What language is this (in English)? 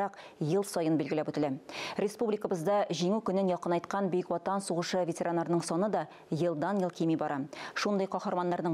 Tatar